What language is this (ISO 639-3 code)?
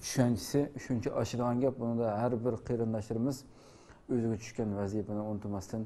uig